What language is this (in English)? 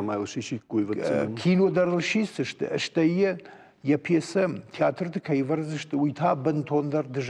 Ossetic